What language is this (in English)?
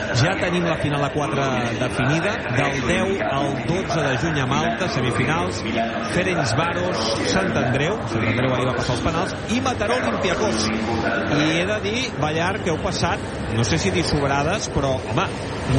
Catalan